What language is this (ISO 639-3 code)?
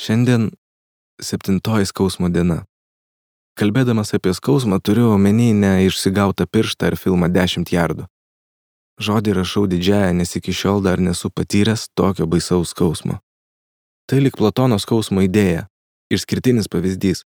lit